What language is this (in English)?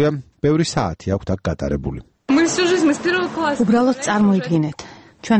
Georgian